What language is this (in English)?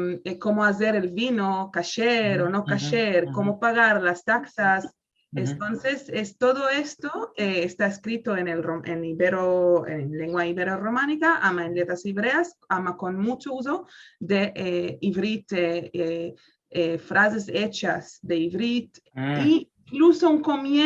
Ladino